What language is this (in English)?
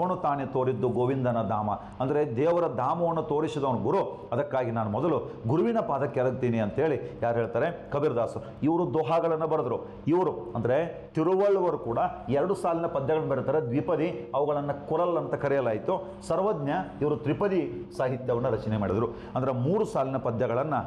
Kannada